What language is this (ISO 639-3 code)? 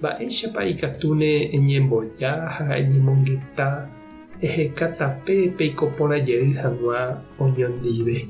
grn